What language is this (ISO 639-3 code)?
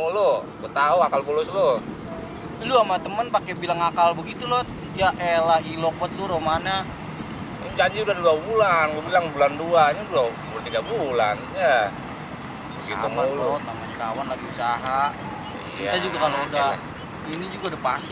bew